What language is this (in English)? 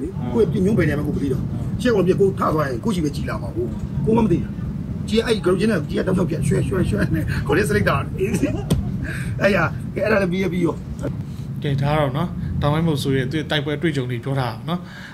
Burmese